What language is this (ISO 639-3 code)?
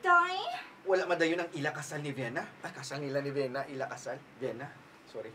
hil